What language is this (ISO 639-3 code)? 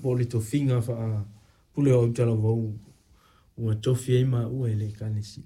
smo